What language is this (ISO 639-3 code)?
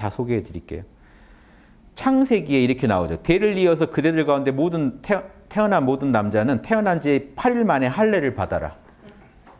kor